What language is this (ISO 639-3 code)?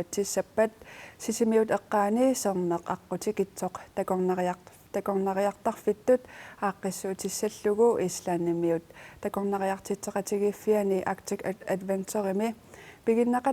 kal